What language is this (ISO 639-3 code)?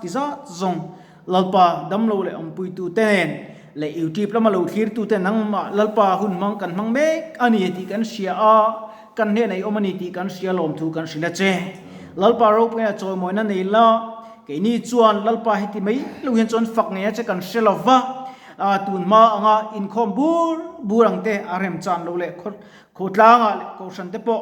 lus